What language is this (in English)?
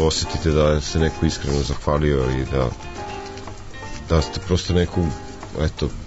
Serbian